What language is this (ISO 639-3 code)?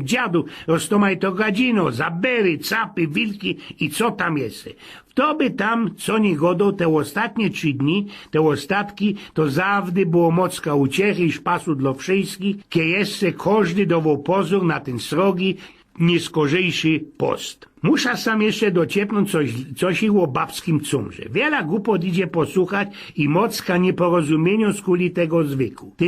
szl